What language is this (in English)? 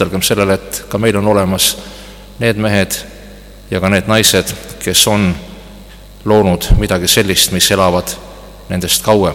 Estonian